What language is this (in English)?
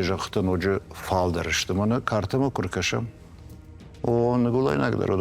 Ossetic